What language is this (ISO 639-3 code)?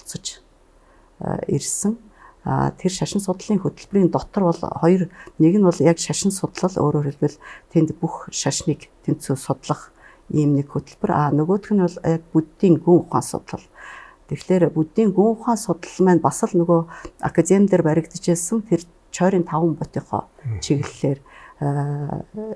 mon